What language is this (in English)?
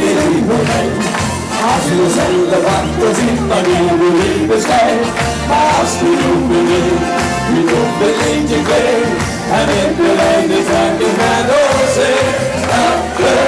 Dutch